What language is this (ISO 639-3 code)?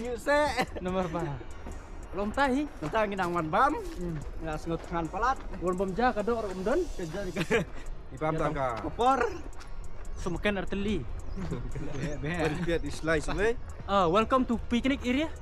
kha